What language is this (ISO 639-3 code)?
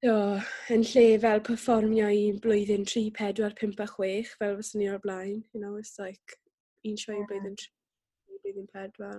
cym